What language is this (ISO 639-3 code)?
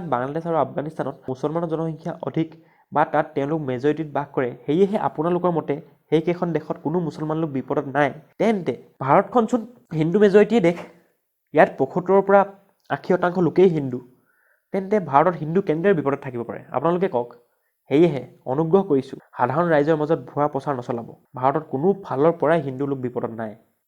asm